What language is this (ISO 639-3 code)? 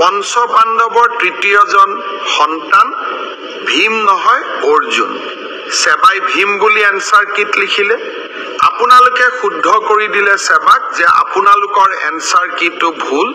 asm